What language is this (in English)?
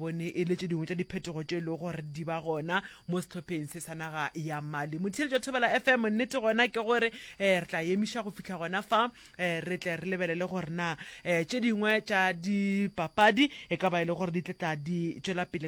Northern Sotho